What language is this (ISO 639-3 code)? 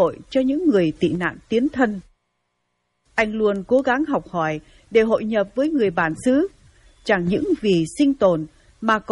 vie